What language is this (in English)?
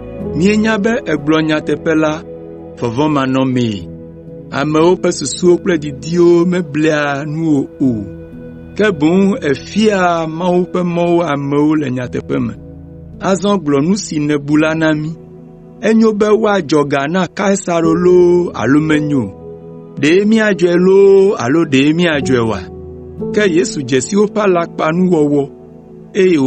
Ewe